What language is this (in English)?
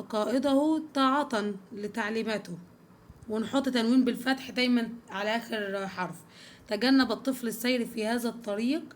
Egyptian Arabic